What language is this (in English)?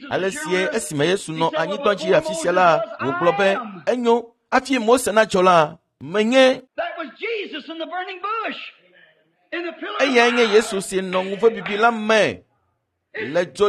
Ewe